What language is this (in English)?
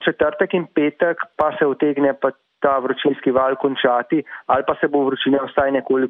Slovenian